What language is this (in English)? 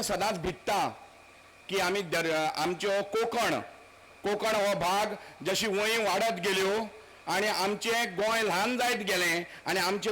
Konkani